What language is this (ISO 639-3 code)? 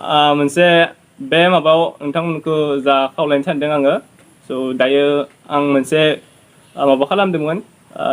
brx